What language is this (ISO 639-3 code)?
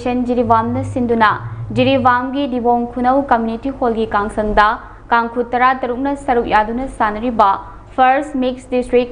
mni